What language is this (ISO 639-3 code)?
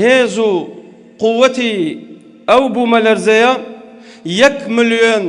ckb